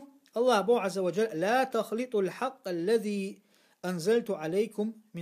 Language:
Chechen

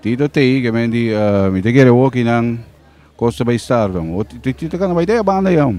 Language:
Papiamento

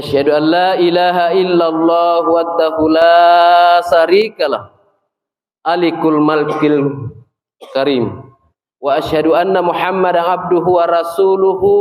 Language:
Makasar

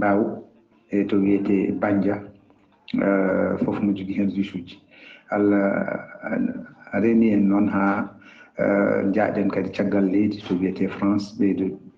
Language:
Fula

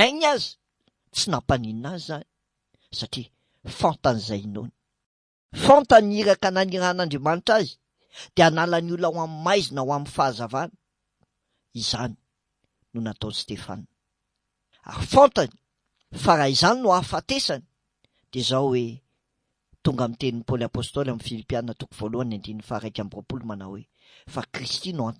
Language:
Malagasy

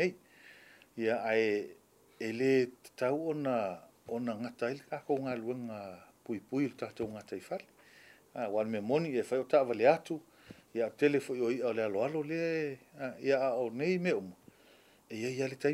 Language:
Samoan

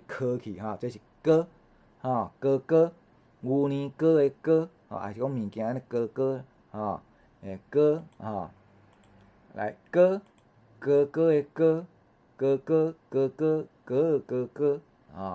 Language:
Min Nan Chinese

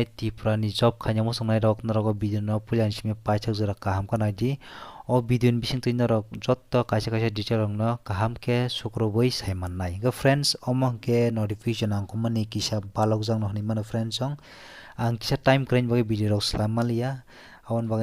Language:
Kok Borok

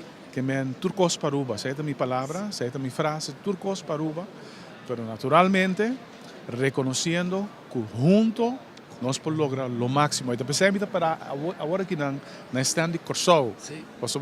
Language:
Papiamento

